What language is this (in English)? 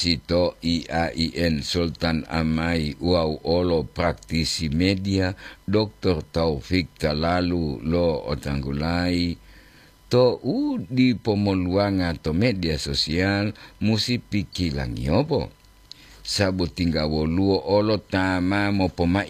Gorontalo